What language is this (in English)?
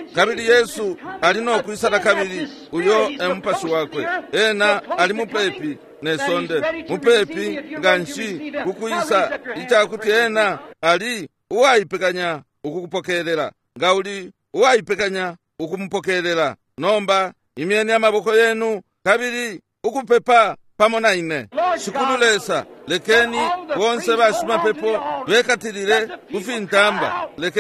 Bemba